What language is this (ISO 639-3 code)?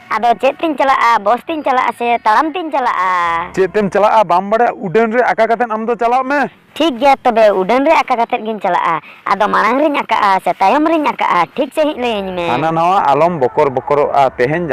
sat